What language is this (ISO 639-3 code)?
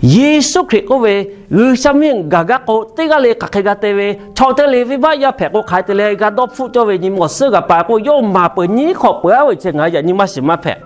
lhu